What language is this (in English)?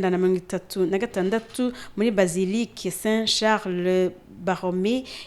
Rundi